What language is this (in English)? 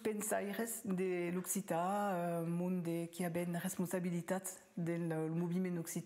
Occitan